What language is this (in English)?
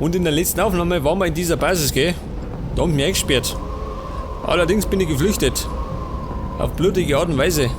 Bavarian